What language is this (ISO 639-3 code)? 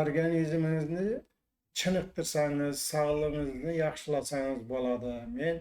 uzb